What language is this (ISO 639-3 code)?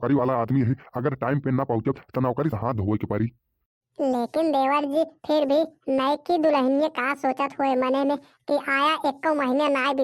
bho